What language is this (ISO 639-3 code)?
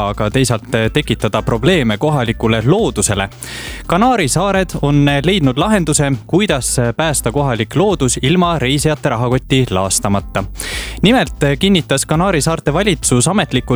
est